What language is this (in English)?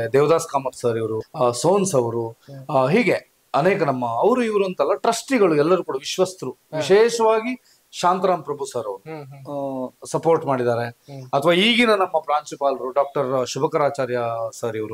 Kannada